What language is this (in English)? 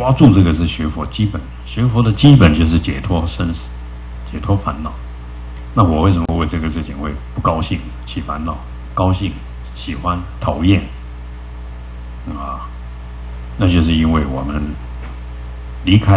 Chinese